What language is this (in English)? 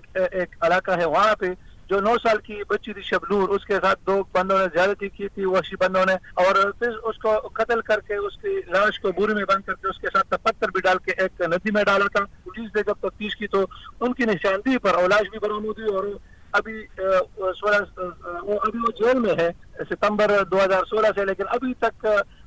Urdu